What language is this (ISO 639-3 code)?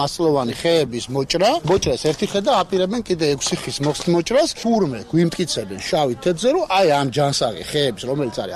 kat